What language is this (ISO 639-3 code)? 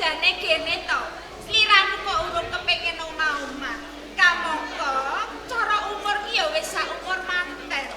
jav